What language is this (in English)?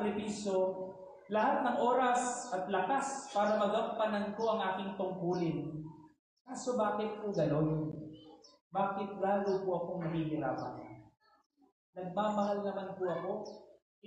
Pampanga